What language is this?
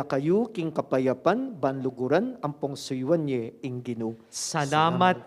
Pampanga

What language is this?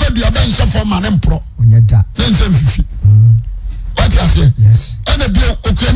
Akan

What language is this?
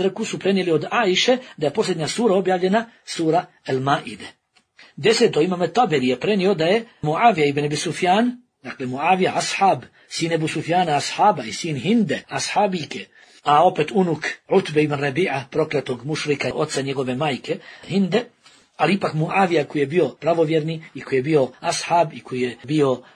Bosnian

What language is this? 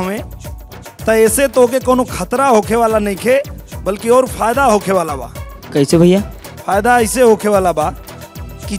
Bhojpuri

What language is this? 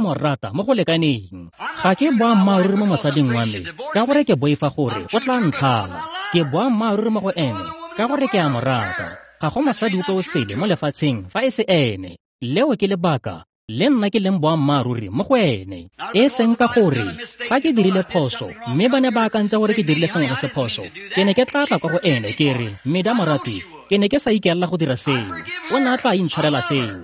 Tswana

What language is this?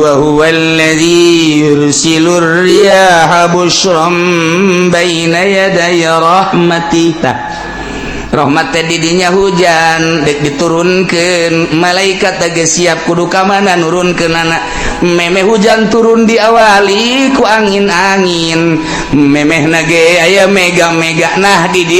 Sundanese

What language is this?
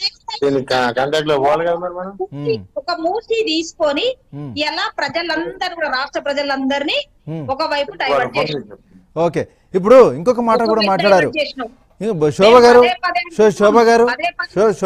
Telugu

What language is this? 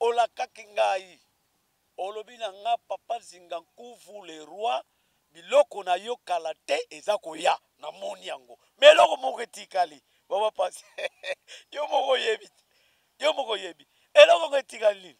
Lingala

